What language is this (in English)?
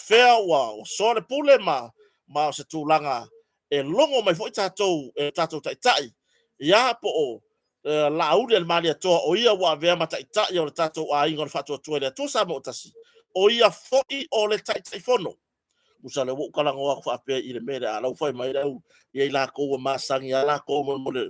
Samoan